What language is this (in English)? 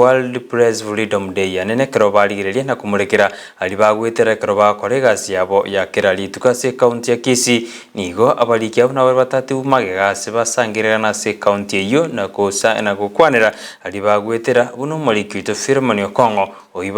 Gusii